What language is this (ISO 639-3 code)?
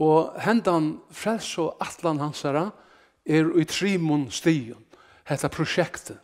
fao